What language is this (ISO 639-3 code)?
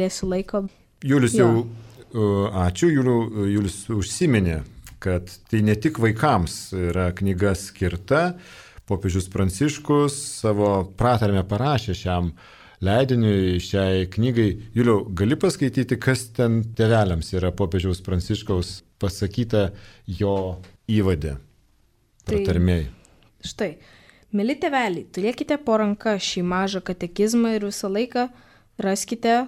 lit